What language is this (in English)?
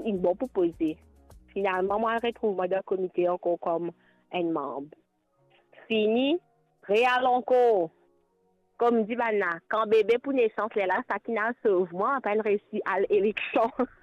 Morisyen